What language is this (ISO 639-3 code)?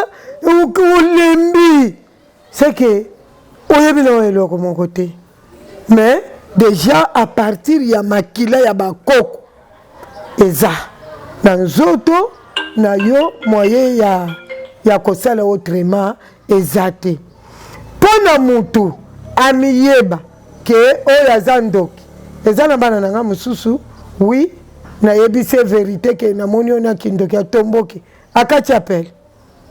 lin